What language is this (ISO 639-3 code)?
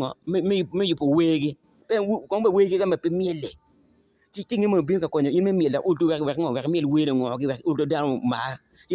ach